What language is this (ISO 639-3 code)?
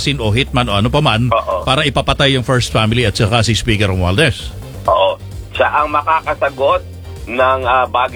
fil